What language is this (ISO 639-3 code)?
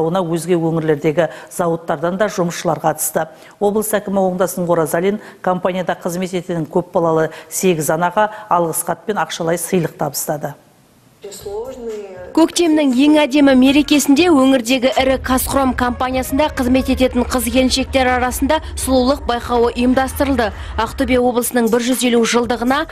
kaz